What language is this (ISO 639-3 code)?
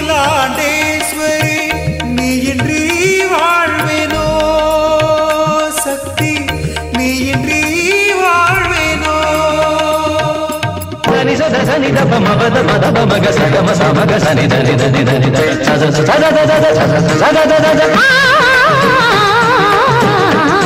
tam